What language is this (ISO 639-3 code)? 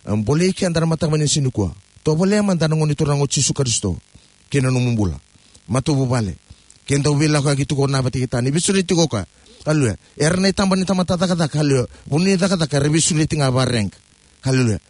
fij